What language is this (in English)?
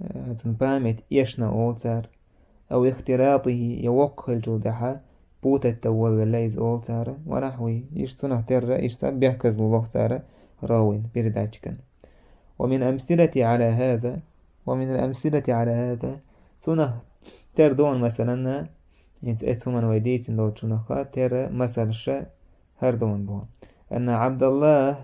Chechen